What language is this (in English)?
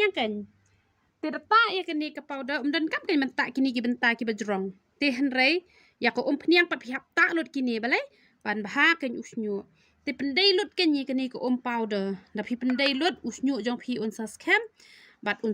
Khasi